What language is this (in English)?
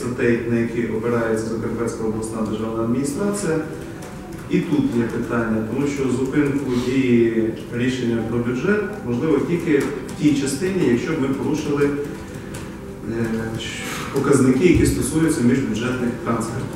Ukrainian